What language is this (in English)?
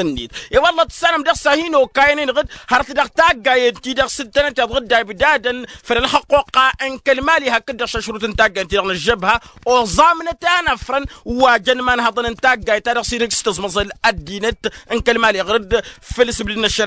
Tamasheq